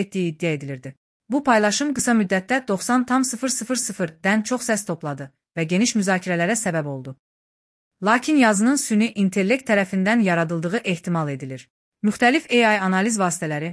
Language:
Azerbaijani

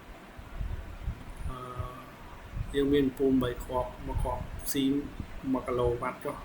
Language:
Khmer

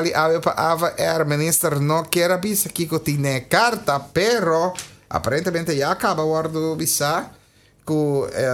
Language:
Papiamento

